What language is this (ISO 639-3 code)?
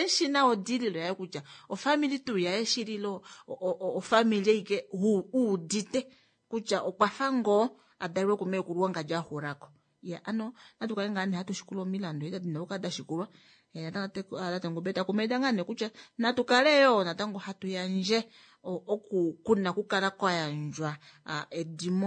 kua